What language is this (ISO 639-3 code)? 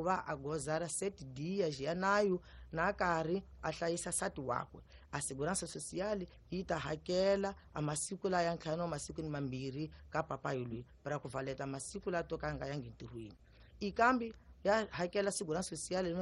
tso